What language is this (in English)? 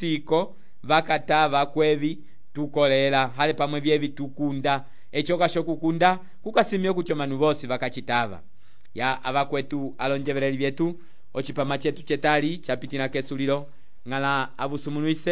Umbundu